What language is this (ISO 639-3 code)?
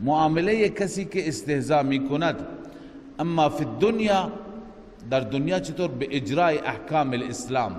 fas